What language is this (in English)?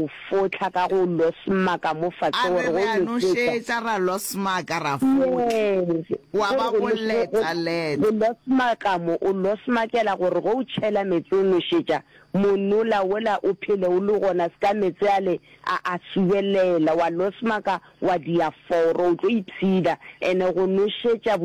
Northern Sotho